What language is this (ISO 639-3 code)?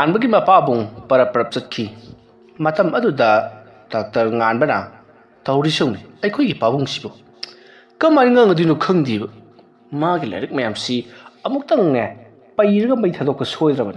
mni